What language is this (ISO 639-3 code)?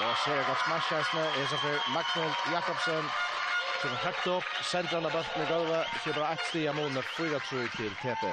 fao